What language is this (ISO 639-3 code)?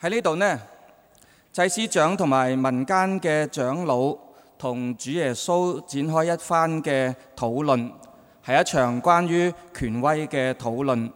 yue